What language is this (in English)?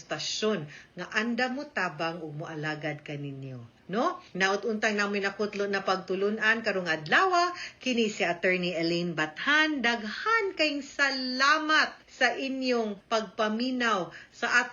Cebuano